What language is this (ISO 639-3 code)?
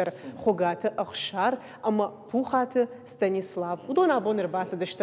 oss